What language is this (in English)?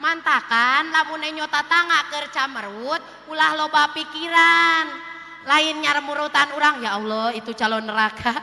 Sundanese